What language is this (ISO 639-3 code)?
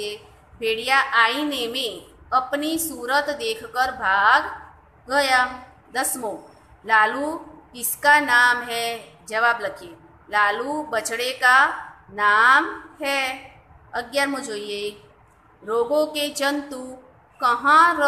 guj